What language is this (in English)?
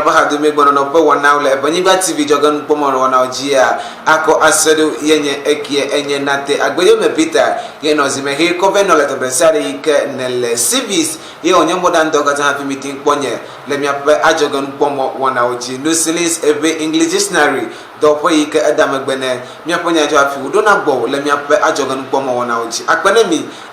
Ewe